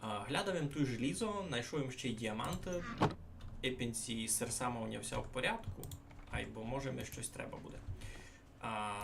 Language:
Rusyn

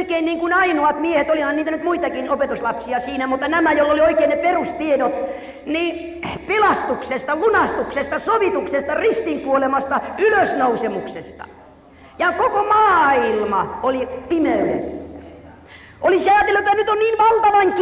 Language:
Finnish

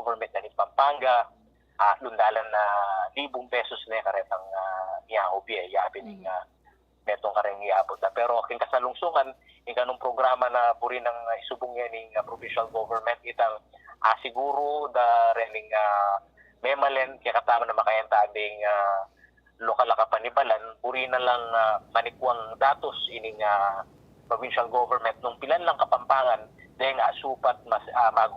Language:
Pampanga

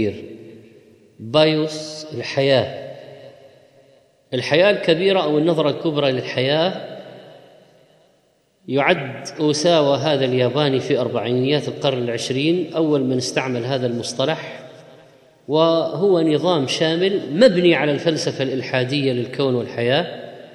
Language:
Arabic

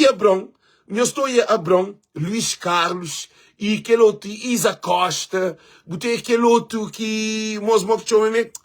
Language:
Kabuverdianu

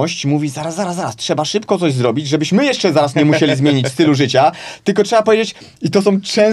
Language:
Polish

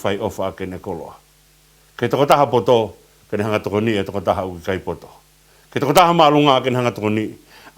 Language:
Tongan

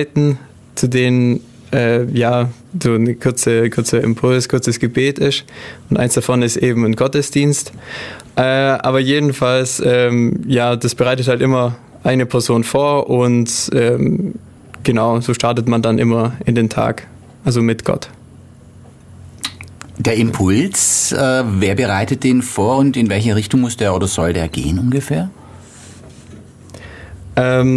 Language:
German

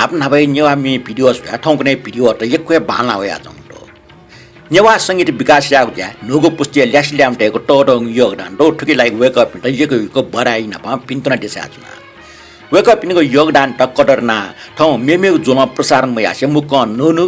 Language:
Newari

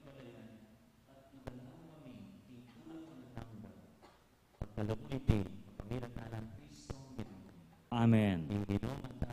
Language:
Pampanga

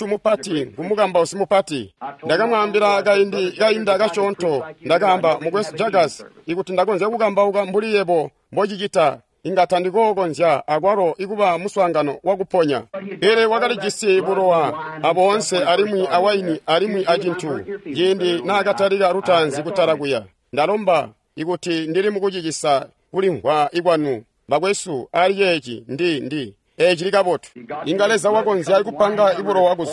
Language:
Tonga (Zambia)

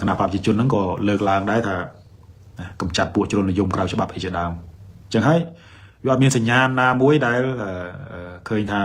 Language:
Khmer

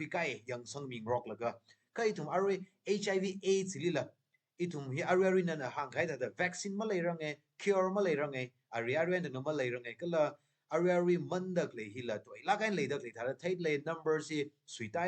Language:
Tangkhul Naga (India)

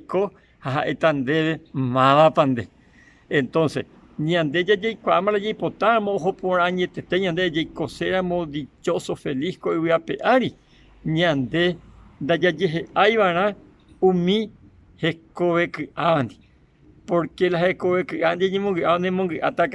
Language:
Guarani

